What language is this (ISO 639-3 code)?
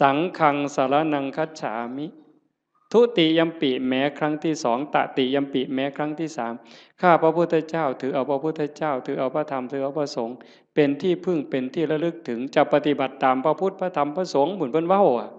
tts